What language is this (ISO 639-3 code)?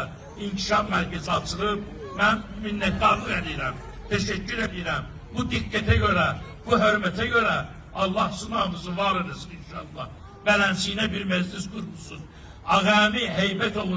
aze